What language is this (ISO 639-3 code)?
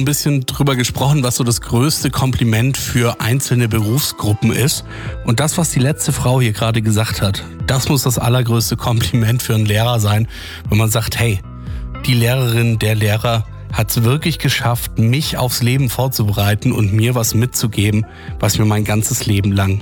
deu